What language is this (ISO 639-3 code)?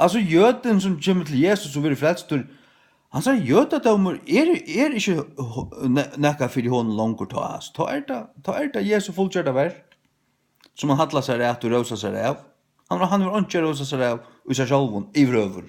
fao